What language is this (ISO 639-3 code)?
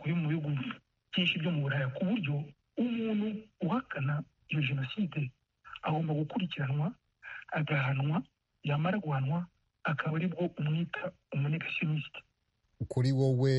kin